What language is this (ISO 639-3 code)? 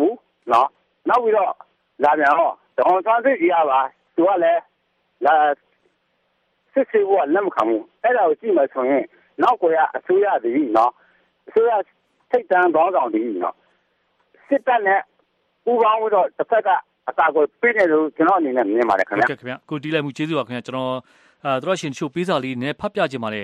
mya